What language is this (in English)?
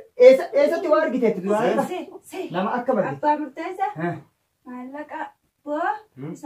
Oromo